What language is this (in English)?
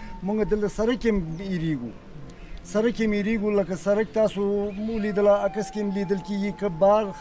Pashto